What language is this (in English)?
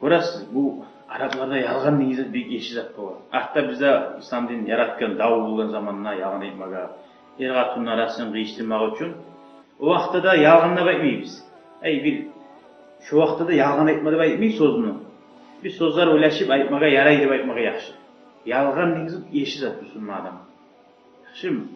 Kumyk